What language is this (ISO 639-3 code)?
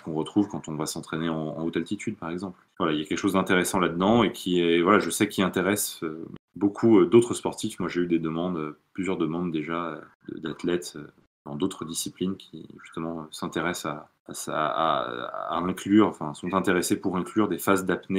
fra